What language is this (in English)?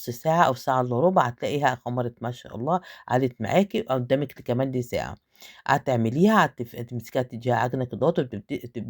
Egyptian Arabic